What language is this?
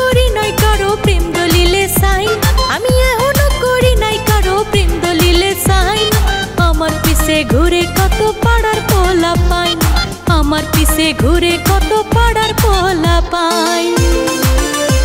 Bangla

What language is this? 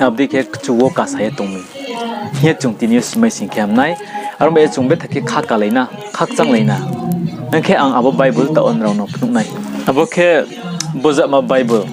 Riang (India)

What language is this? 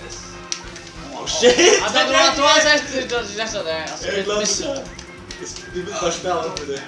Faroese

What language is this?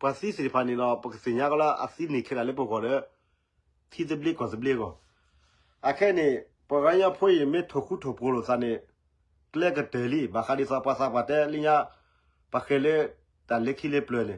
S'gaw Karen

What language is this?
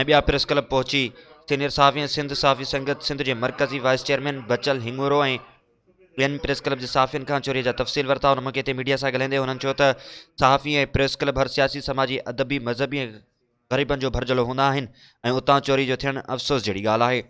Sindhi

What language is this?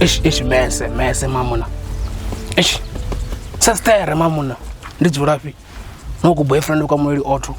Venda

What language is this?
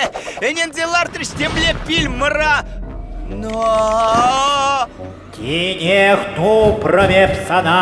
Chuvash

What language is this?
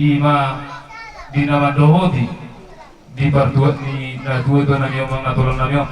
Batak Toba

